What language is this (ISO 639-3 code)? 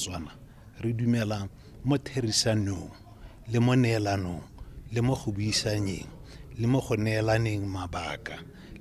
tsn